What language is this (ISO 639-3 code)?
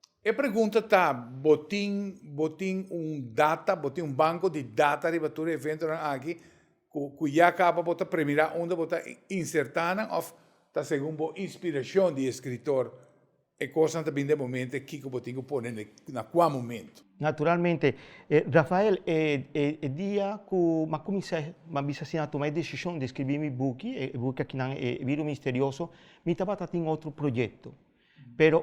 pap